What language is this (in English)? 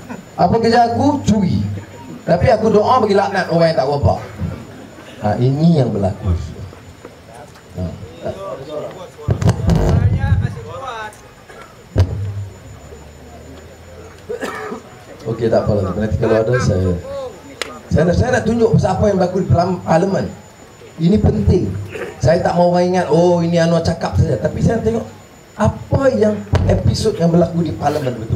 Malay